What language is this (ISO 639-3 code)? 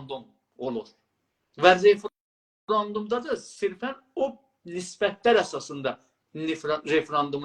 azb